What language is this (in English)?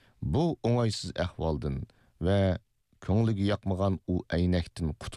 Uyghur